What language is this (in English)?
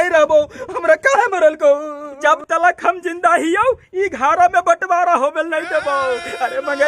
Magahi